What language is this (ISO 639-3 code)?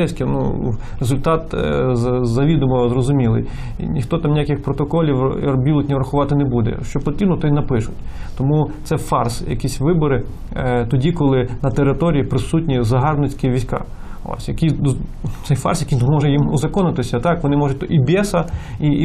ukr